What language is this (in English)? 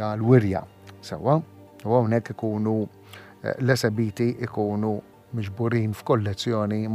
Maltese